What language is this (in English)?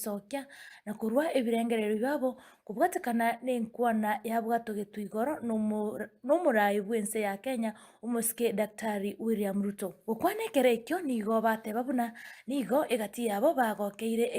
Gusii